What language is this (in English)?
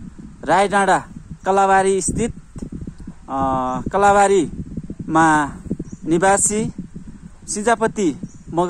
Nepali